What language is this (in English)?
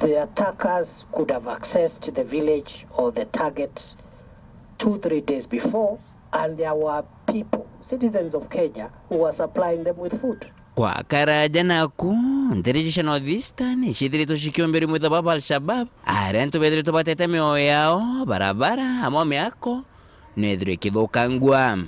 Meru